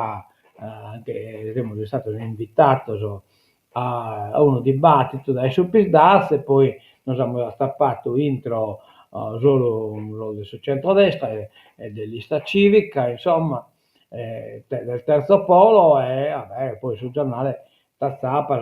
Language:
Sardinian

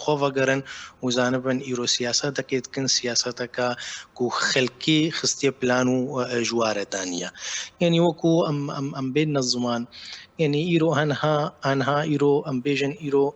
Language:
Kurdish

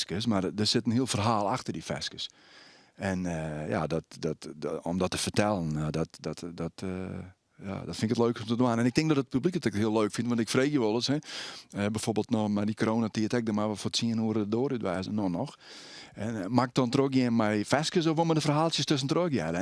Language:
Western Frisian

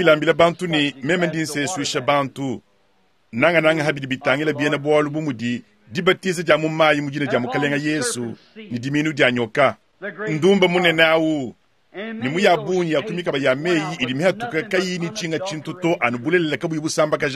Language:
Luba-Lulua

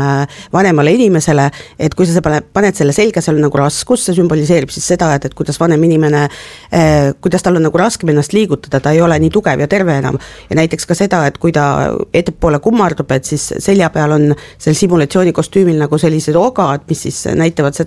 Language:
Estonian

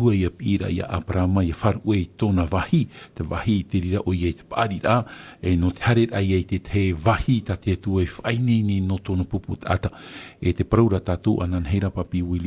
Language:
Tahitian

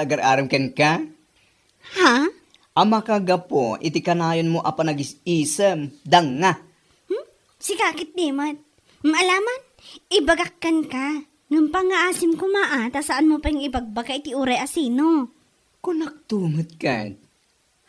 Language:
Iloko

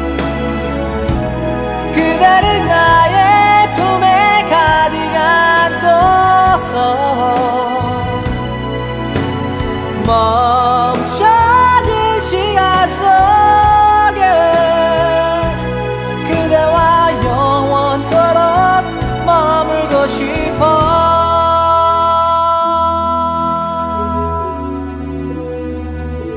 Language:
Korean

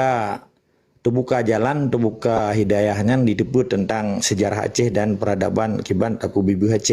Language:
Achinese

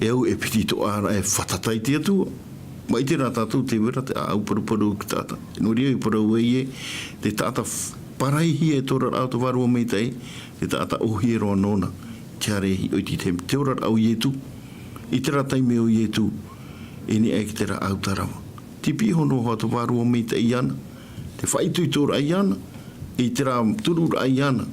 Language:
Tahitian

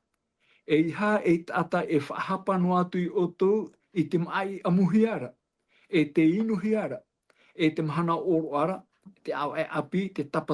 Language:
Tahitian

